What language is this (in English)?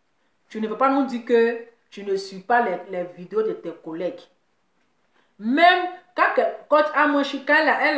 French